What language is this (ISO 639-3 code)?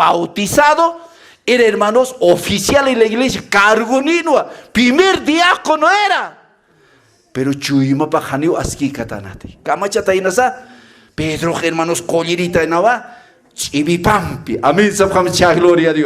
aym